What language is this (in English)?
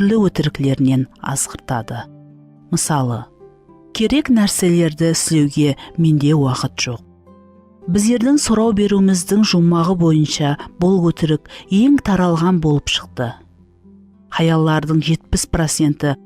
Kara-Kalpak